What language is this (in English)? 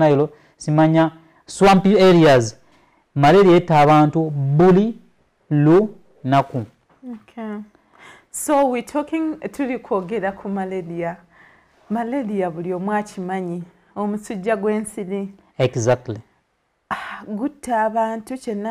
Ganda